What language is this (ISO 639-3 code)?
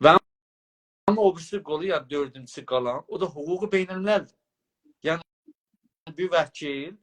azb